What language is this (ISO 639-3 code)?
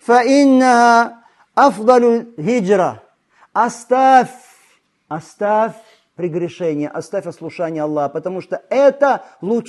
rus